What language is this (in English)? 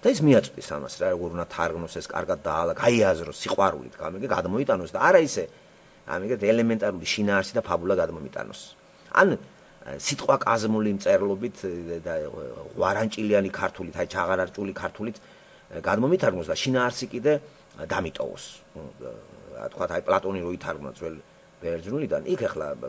Georgian